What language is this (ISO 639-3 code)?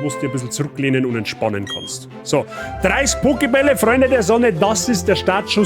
bar